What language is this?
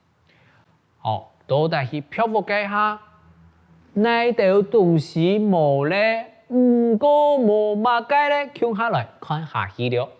Hakka Chinese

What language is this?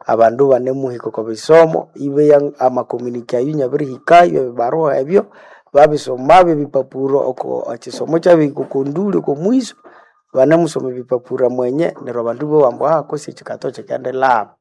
Nande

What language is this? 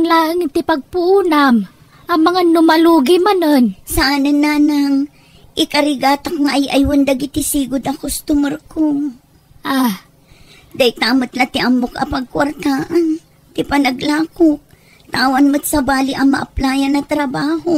Iloko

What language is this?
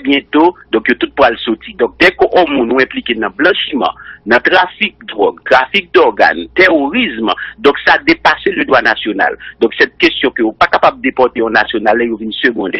Haitian Creole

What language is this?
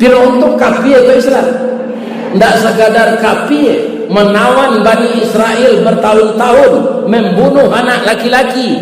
Minangkabau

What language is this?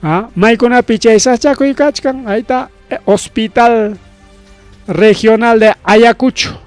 Ayacucho Quechua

